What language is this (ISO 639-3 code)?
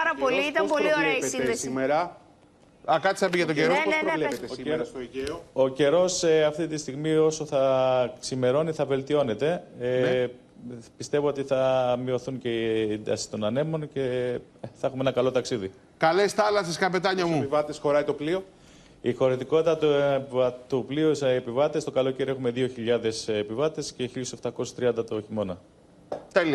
ell